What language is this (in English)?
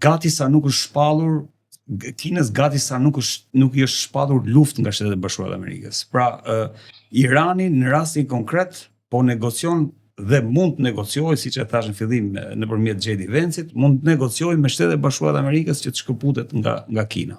Albanian